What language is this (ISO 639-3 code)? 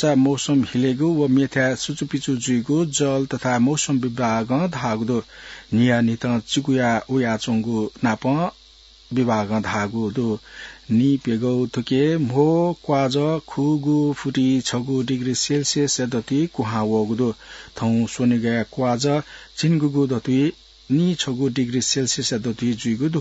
new